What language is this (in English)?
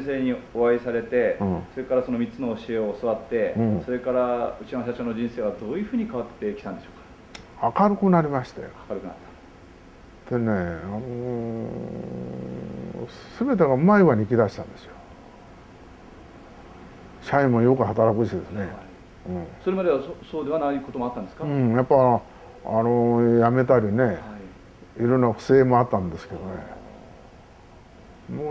Japanese